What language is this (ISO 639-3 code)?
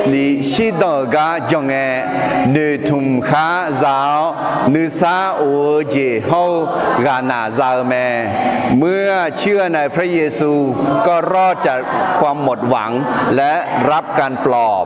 ahk